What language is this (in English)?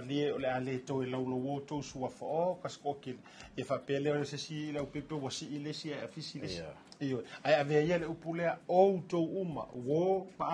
Samoan